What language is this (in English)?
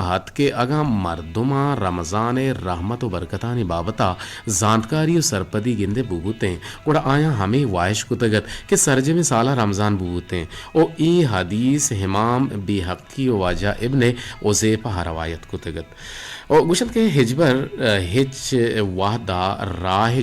Eastern Balochi